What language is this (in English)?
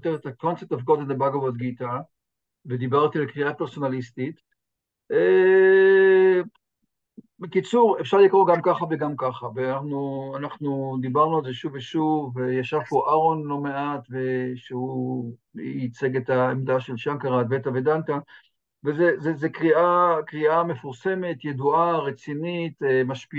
Hebrew